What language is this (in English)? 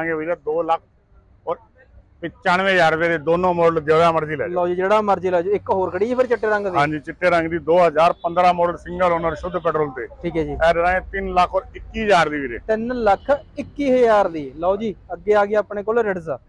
Punjabi